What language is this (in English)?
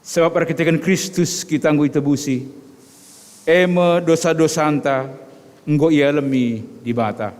Batak Karo